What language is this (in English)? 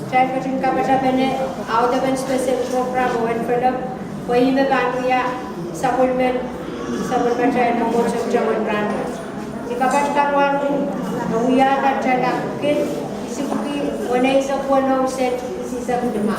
Pohnpeian